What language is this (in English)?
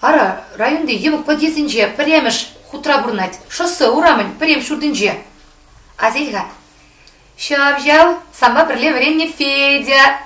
Chuvash